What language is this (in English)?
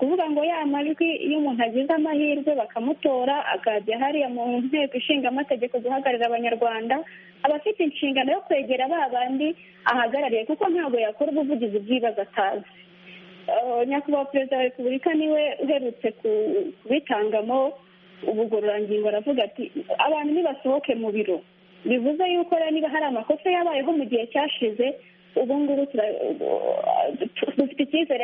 Kinyarwanda